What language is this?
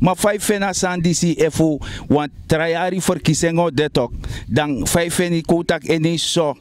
Sranan Tongo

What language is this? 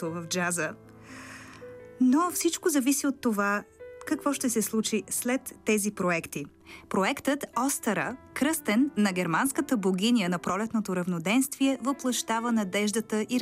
Bulgarian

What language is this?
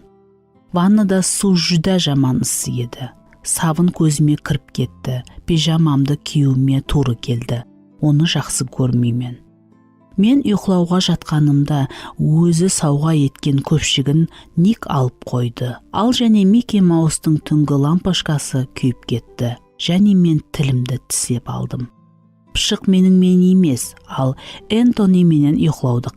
Kara-Kalpak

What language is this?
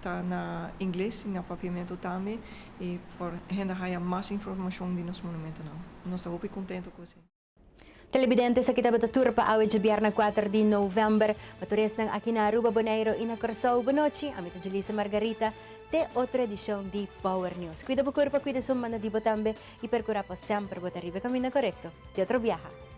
Papiamento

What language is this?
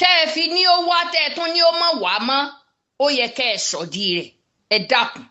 Yoruba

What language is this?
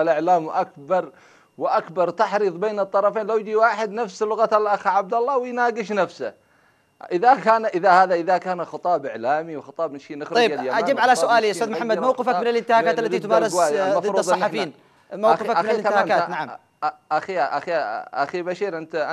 Arabic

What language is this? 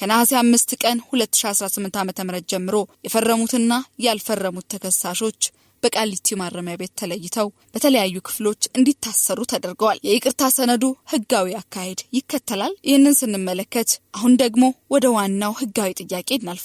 Amharic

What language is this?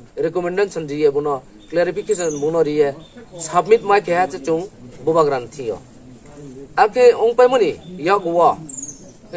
Riang (India)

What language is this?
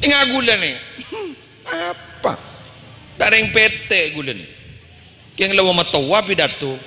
Madurese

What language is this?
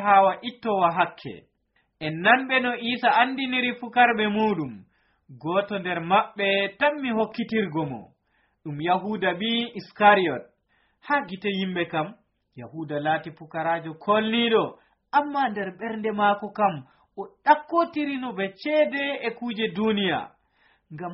Nigerian Fulfulde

